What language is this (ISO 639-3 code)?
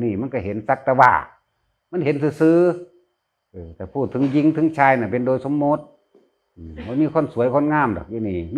tts